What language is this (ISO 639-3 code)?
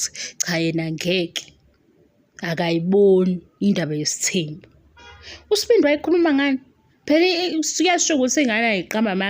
zul